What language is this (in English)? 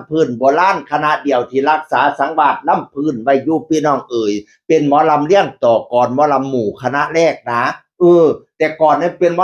Northeastern Thai